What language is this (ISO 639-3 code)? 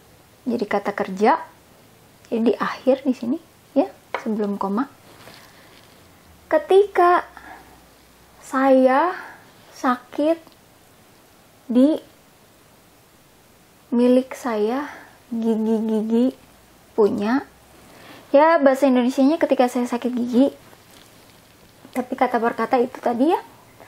ind